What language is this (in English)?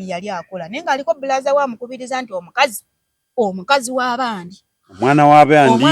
Ganda